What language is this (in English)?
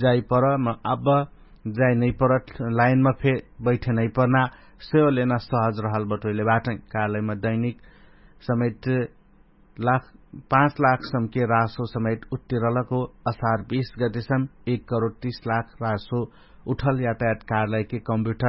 Dangaura Tharu